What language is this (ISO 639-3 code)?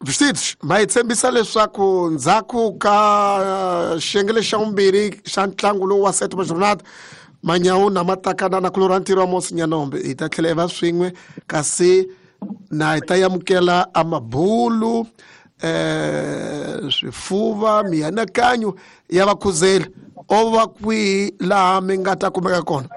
tso